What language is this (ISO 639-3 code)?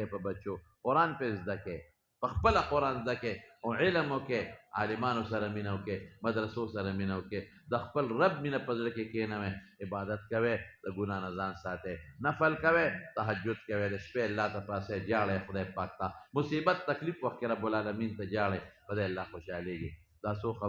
pus